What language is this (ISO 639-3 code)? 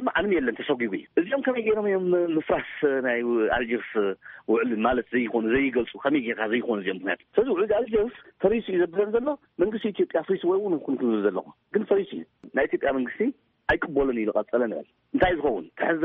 tir